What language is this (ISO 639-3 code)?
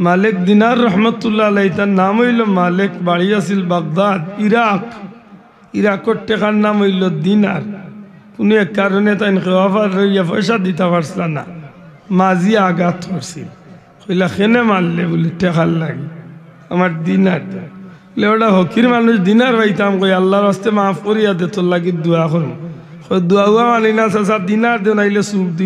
syl